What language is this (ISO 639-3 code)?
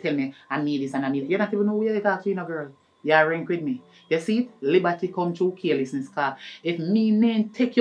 jam